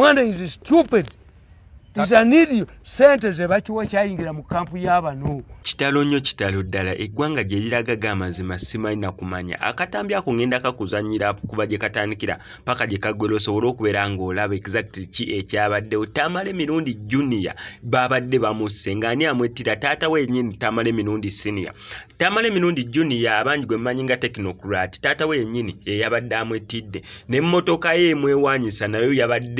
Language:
Ganda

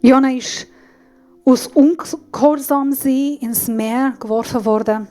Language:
Swiss German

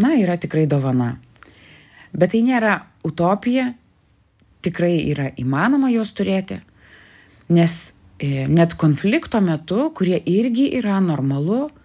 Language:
Lithuanian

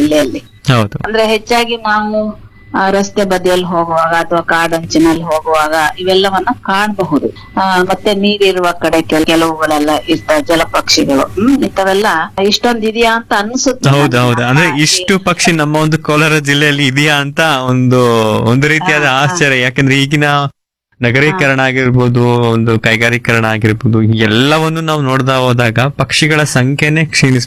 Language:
Kannada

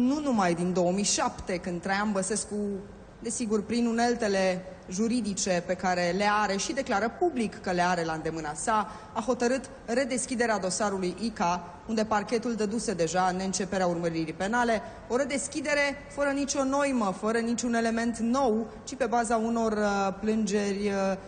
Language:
Romanian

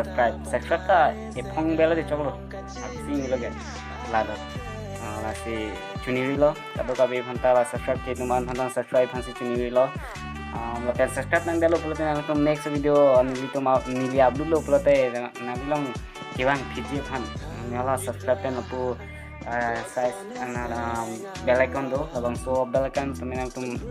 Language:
Karbi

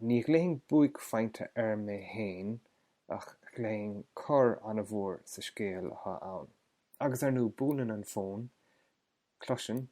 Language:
Irish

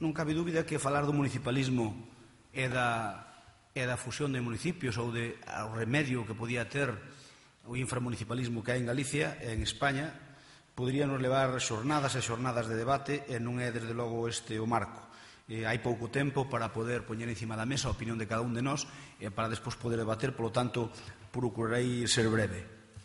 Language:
Galician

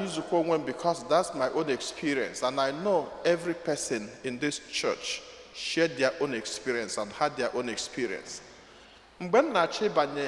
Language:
Igbo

